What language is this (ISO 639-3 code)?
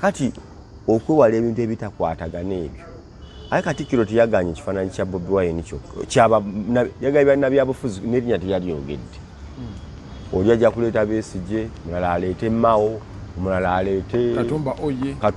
lug